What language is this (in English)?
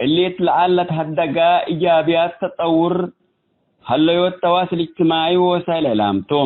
Tigre